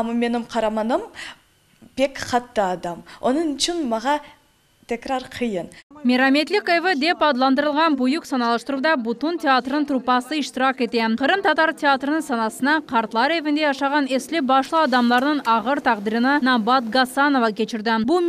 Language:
Crimean Tatar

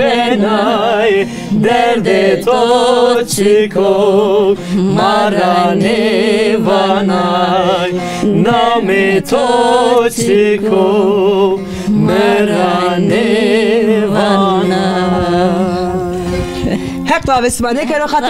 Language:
Zaza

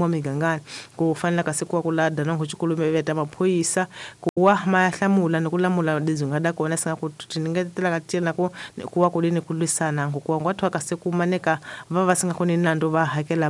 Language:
Tsonga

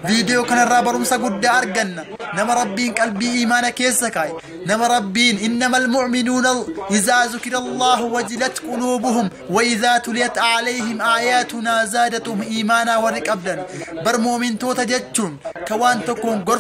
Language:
Oromo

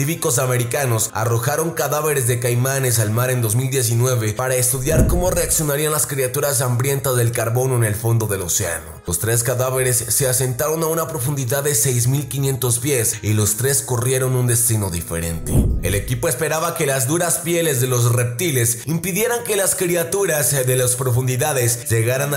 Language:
Spanish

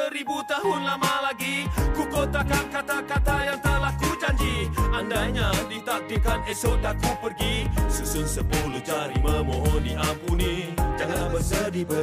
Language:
Malay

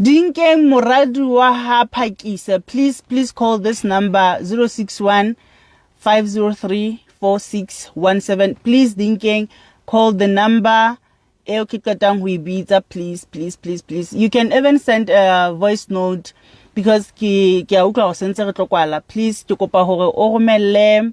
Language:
Southern Sotho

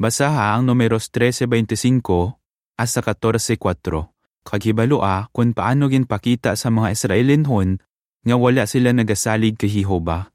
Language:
Hiligaynon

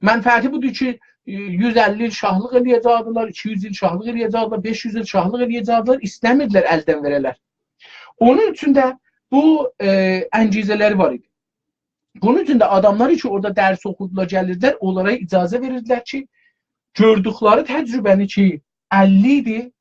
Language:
South Azerbaijani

